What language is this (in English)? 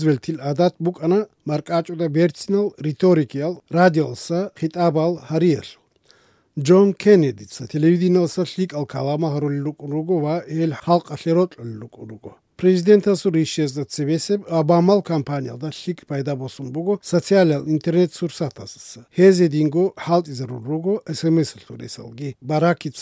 Avaric